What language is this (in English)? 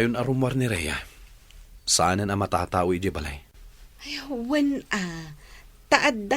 Iloko